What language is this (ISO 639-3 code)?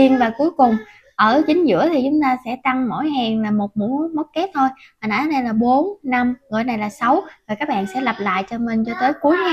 vie